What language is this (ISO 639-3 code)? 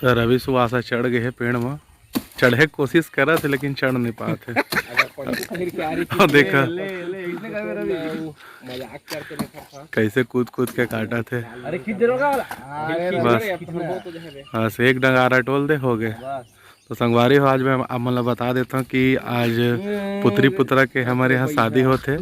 hne